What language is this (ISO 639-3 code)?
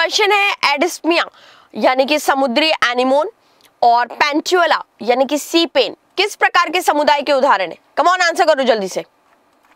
hin